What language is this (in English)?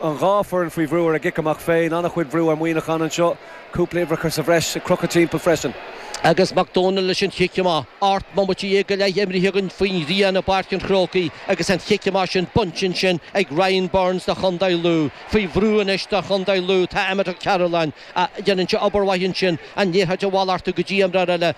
Irish